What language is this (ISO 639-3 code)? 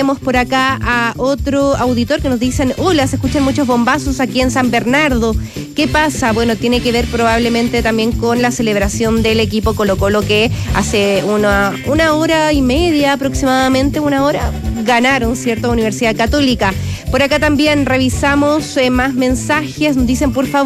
spa